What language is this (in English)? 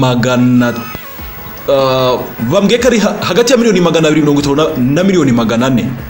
Kinyarwanda